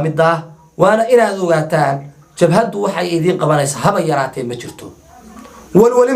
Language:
Somali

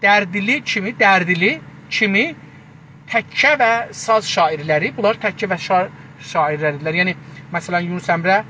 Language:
South Azerbaijani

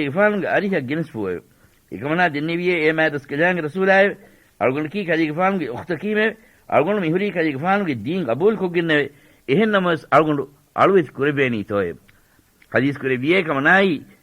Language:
Divehi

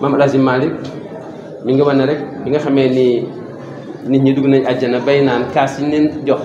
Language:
Wolof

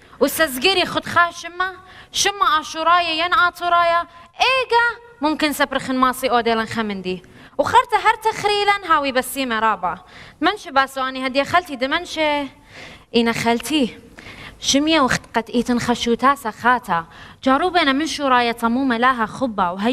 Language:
Assyrian Neo-Aramaic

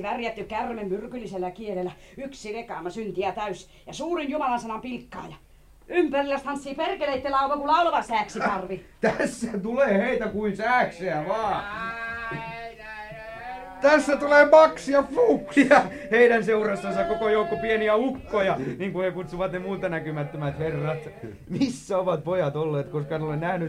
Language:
Finnish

